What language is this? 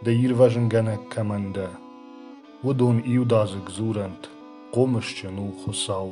Ossetic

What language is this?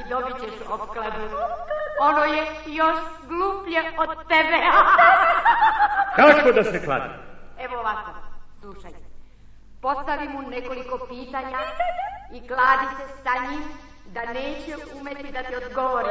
Serbian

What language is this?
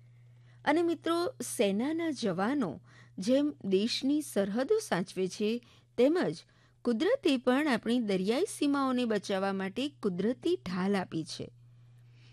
Gujarati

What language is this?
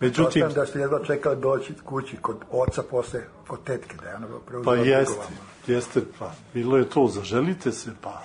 Serbian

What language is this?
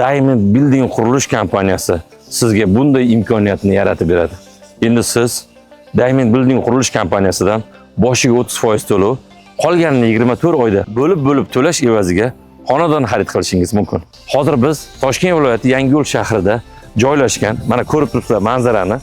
Uzbek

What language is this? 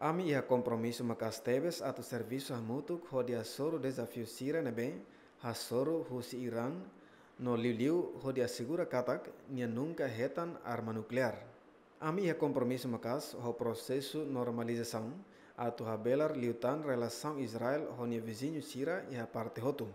Tetum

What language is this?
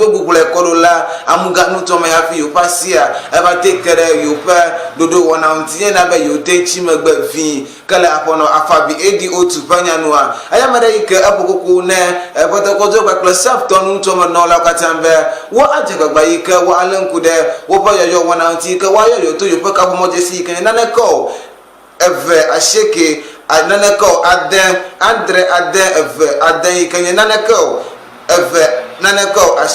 Ewe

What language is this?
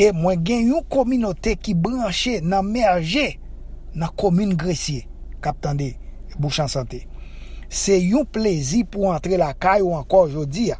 Haitian Creole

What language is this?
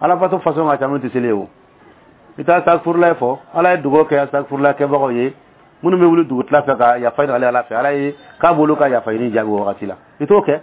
Dyula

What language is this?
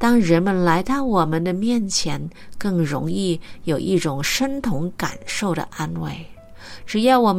Chinese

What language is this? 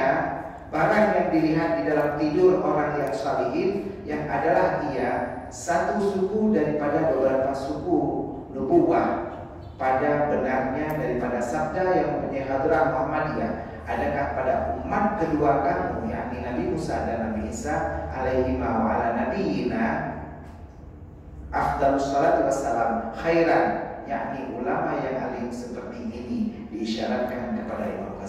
Indonesian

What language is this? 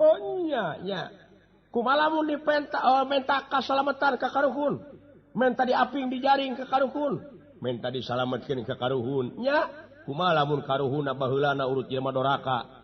Sundanese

